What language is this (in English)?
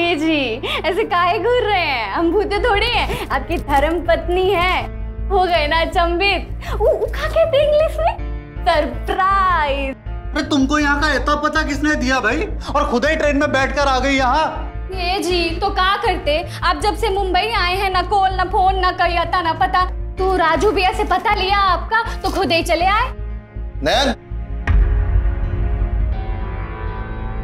Hindi